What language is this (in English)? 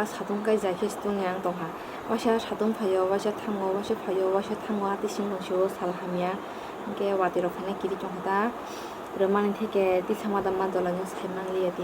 Kok Borok